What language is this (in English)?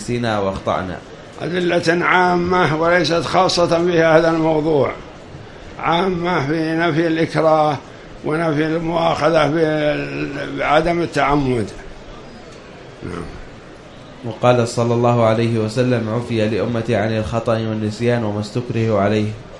Arabic